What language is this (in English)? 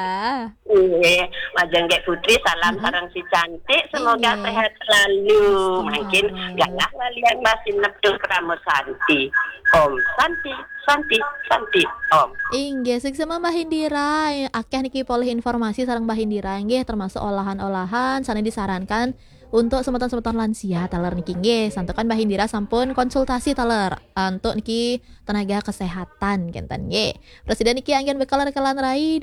Balinese